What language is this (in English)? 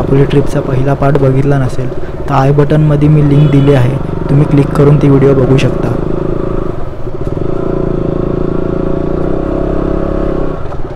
Marathi